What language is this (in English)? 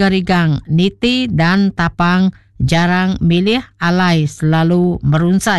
Iban